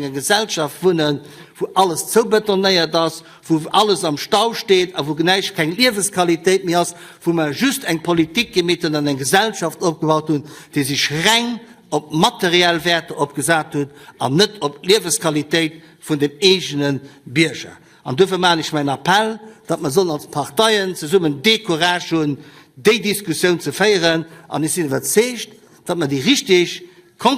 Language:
Luxembourgish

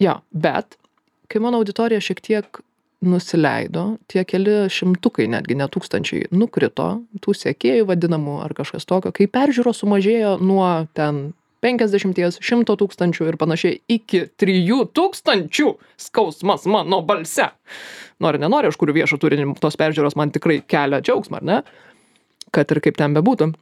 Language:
Lithuanian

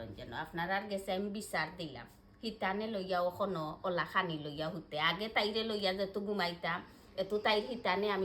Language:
Sylheti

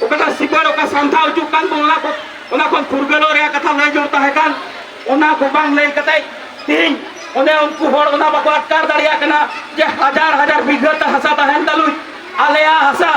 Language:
Santali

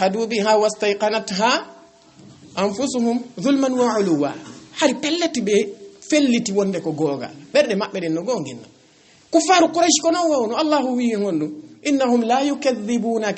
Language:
Fula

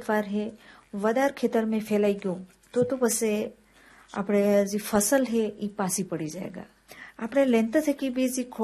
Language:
Gujarati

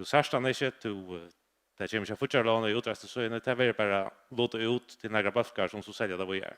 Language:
Faroese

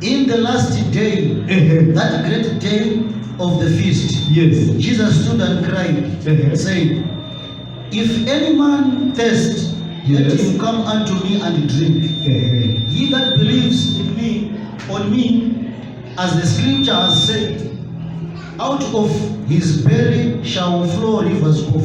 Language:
Nyanja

